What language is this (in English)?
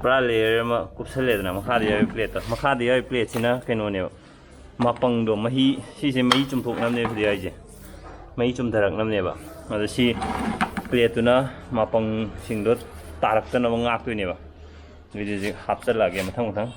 Manipuri